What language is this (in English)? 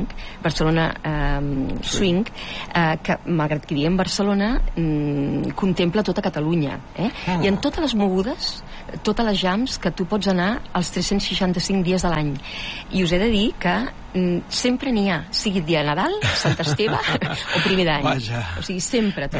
Catalan